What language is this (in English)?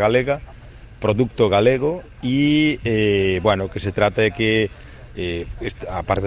Galician